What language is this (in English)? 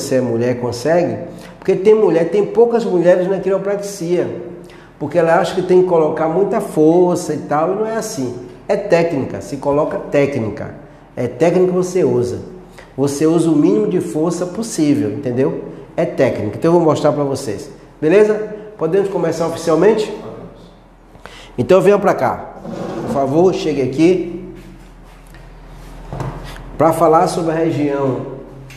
Portuguese